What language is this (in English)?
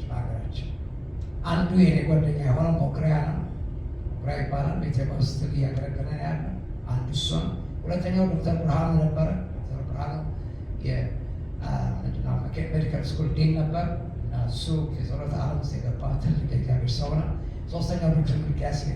Amharic